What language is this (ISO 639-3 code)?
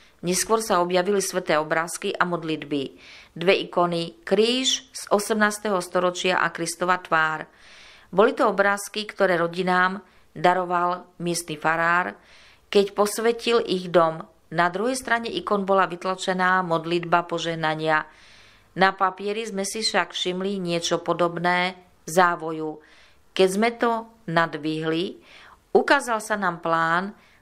slk